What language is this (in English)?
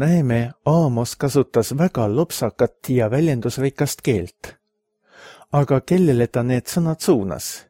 Estonian